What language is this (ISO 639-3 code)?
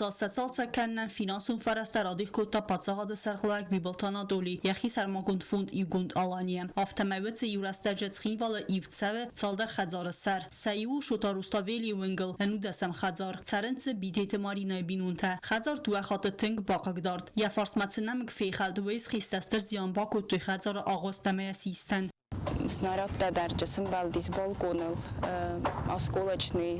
oss